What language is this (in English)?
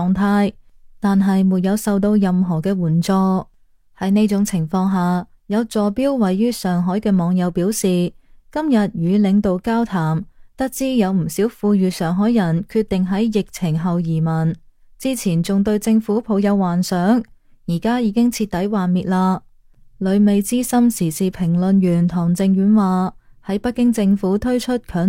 Cantonese